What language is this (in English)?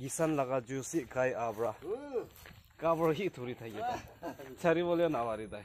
Naga Pidgin